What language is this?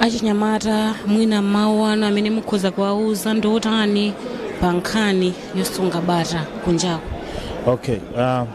Nyanja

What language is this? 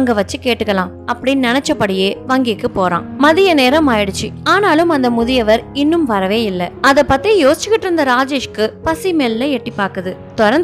Tamil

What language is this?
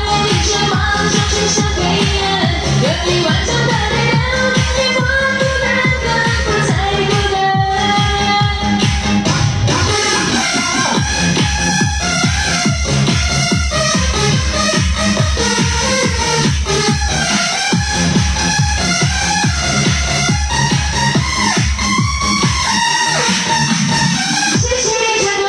Chinese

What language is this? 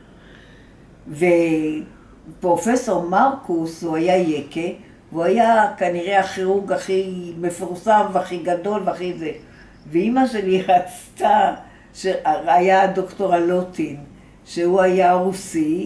Hebrew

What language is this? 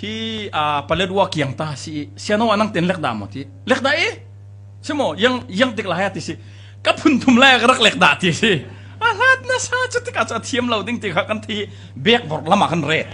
Falam Chin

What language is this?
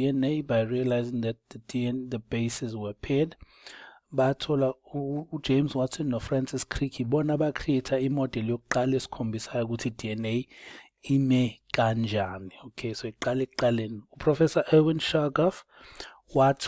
Zulu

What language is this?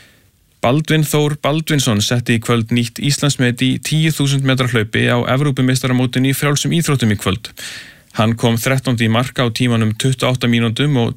Icelandic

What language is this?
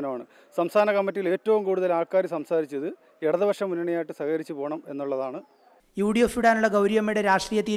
Malayalam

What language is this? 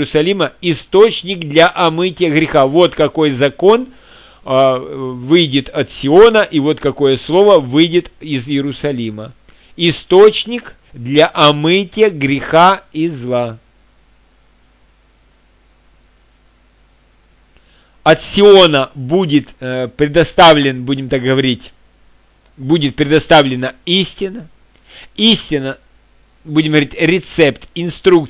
Russian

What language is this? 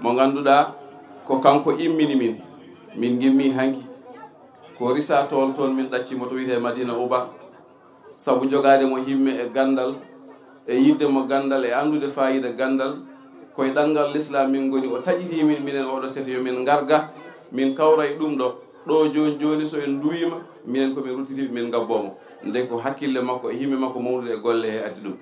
Fula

